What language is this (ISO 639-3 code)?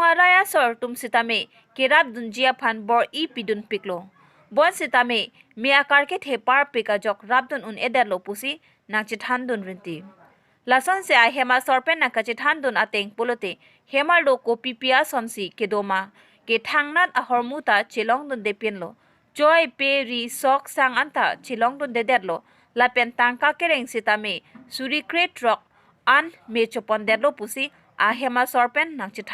mjw